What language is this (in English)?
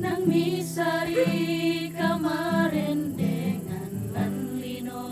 Toraja-Sa'dan